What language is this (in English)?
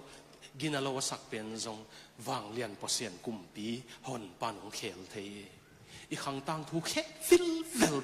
Tedim Chin